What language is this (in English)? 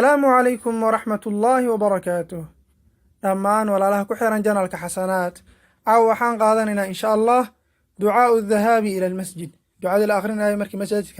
Somali